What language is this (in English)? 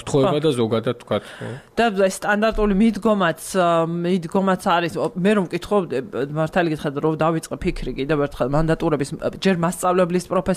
Georgian